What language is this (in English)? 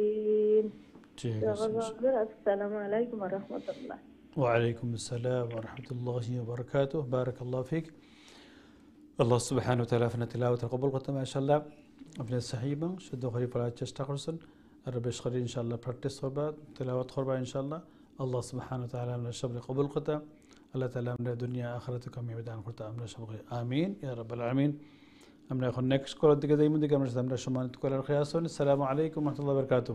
Arabic